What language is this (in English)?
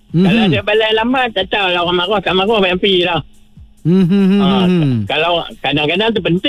Malay